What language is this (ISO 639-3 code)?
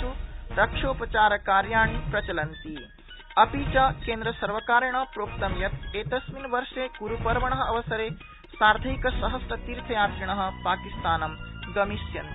san